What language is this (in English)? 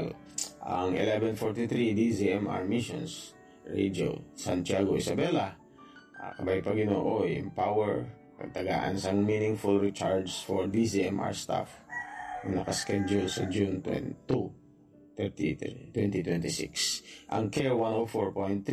Hiligaynon